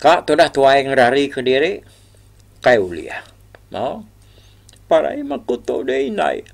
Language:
Iban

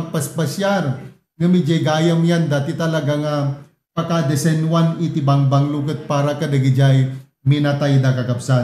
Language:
Iloko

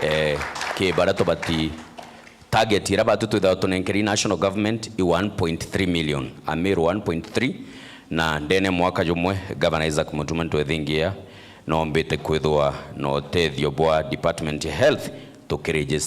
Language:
Meru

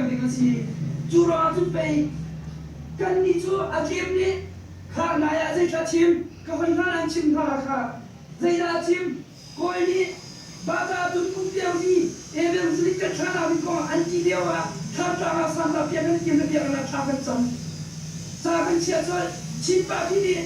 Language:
Hakha Chin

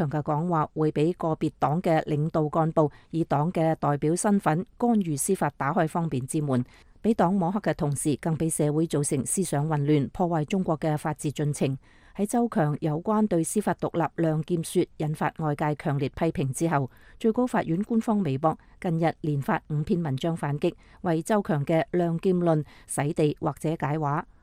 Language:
Cantonese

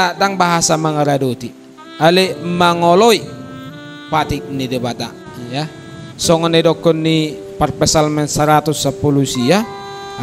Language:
Batak Toba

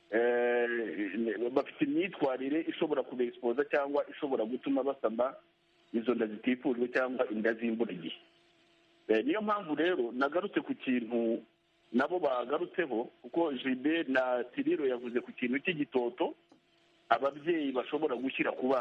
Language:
Kinyarwanda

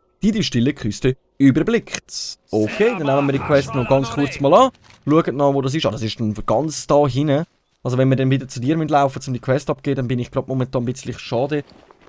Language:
Swiss German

